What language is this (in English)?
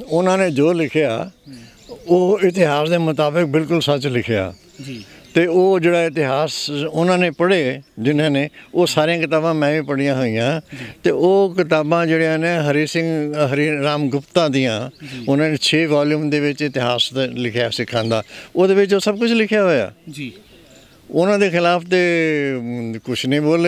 Punjabi